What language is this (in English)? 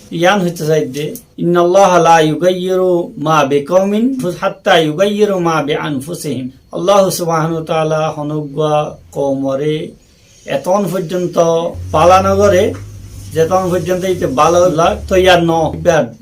Rohingya